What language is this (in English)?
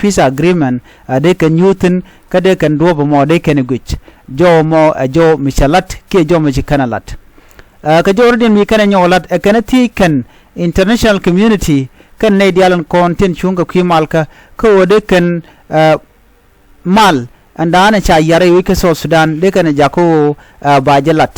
Nuer